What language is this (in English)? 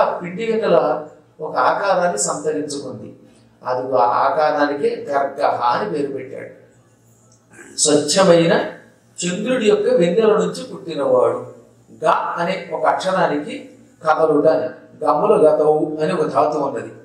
Telugu